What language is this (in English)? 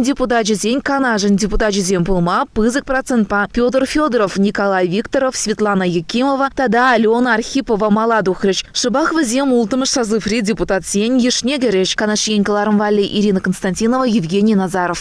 Chuvash